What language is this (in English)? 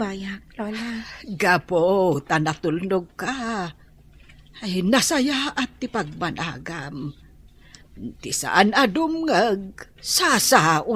Iloko